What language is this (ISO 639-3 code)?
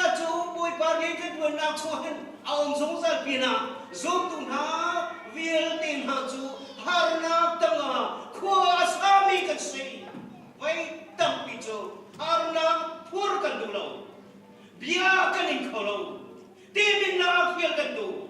cnh